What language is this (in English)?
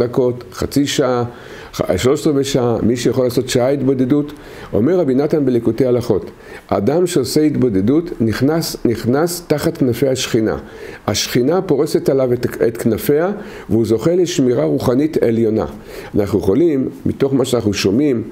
Hebrew